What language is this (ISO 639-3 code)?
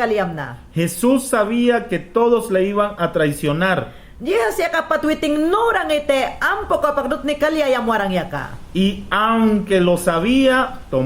yan